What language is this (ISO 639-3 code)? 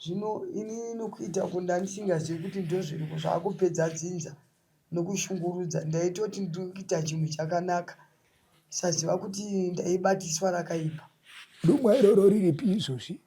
sna